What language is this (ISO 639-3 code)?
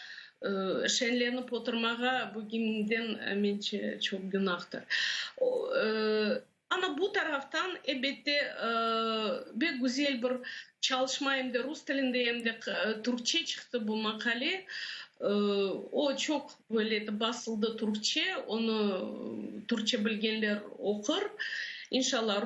crh